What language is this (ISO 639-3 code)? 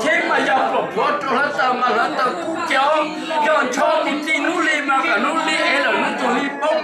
hmn